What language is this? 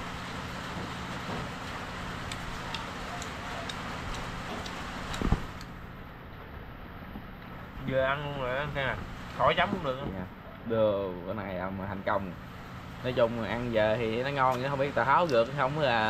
Vietnamese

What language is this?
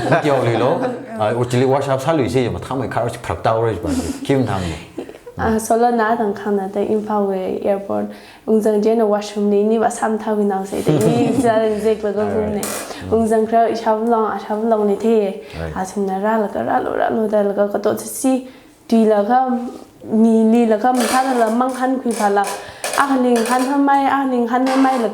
Tangkhul Naga (India)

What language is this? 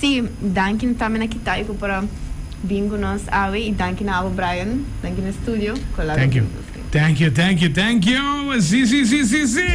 Papiamento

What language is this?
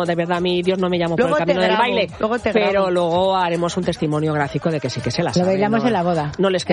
Spanish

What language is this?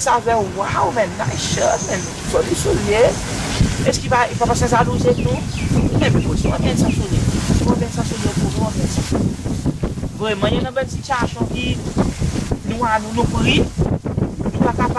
Seselwa Creole French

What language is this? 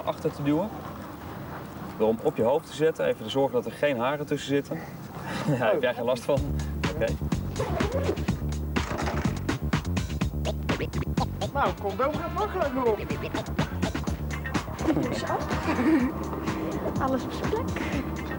Dutch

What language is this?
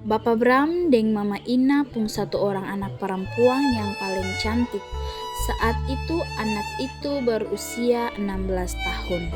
Ambonese Malay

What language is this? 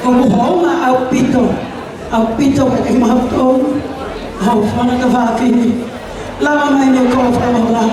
Tongan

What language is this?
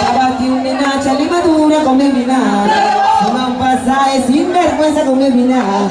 Papiamento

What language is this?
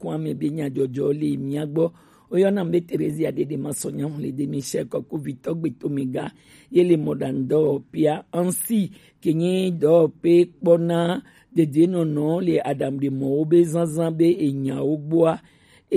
Gen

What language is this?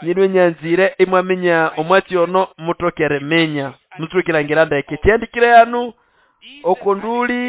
Nande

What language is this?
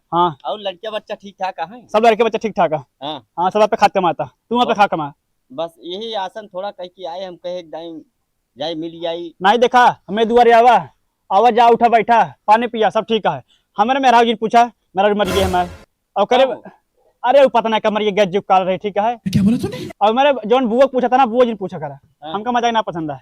Awadhi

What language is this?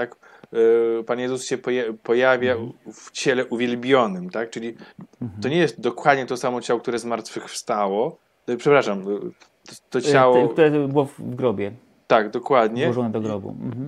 Polish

